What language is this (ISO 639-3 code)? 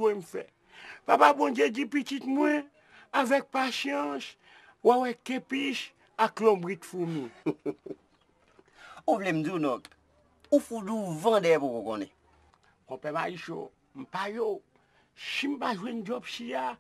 hat